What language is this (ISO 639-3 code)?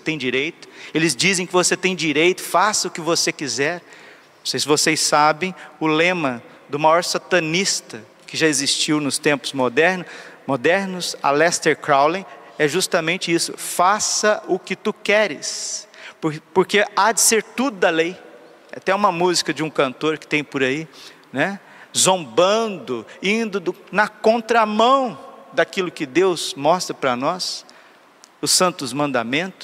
por